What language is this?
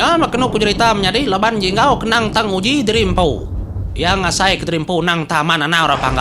Iban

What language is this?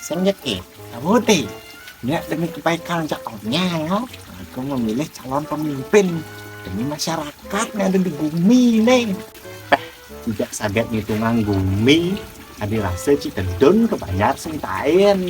Balinese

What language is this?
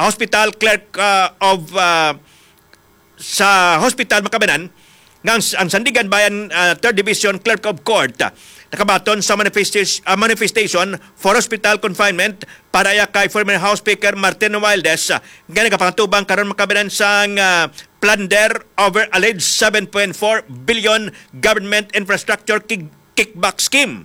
Hiligaynon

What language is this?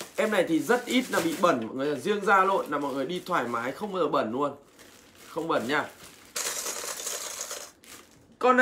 Vietnamese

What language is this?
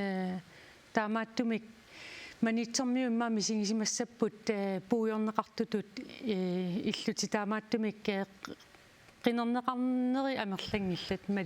Kalaallisut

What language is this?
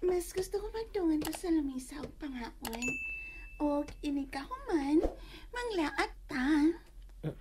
Cebuano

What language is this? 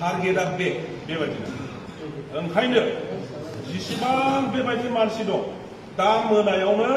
Bodo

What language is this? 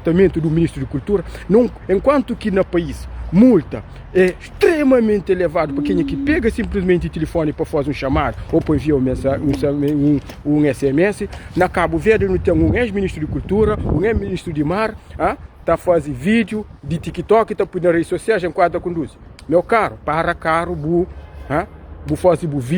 Kabuverdianu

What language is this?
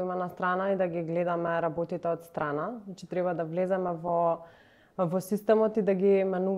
Macedonian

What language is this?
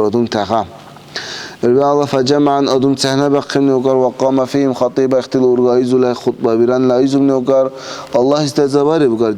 Dargwa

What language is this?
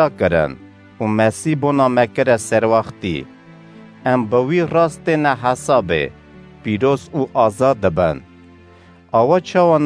Kurdish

